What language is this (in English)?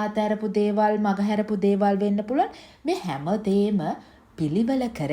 Sinhala